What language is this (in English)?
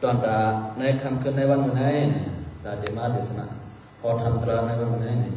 Shan